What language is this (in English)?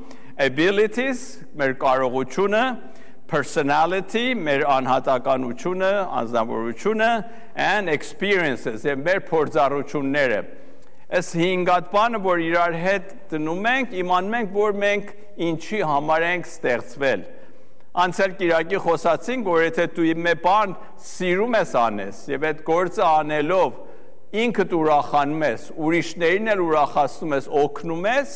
Armenian